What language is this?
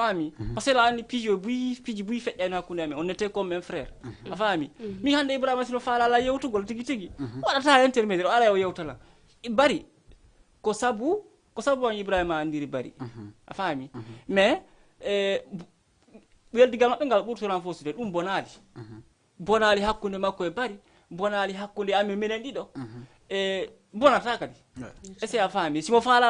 Fula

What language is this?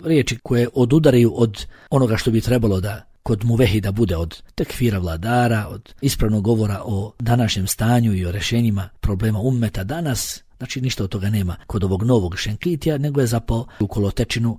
Bosnian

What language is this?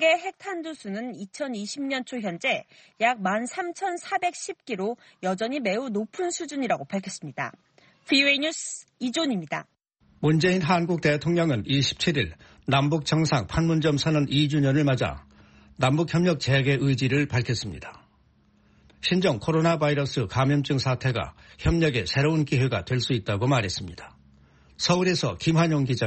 Korean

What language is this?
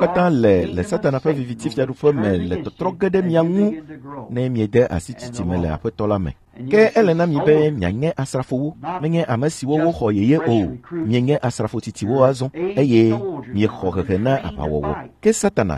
Ewe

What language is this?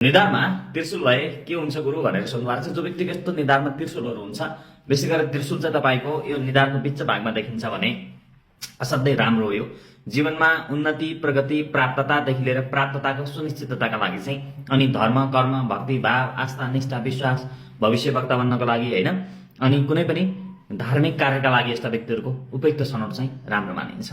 Nepali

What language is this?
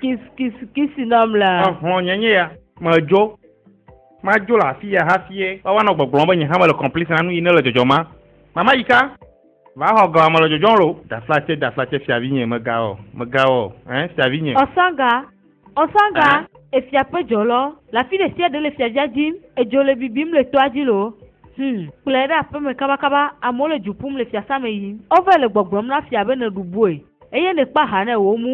Ewe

